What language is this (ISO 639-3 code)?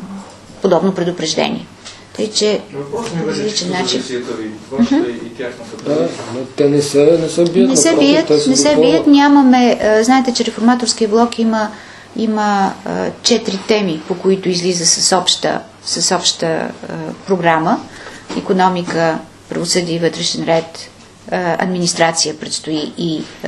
bul